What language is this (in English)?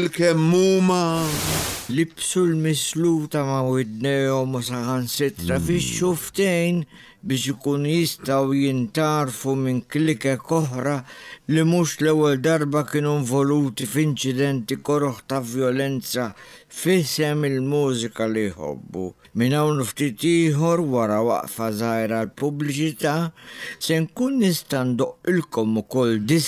Maltese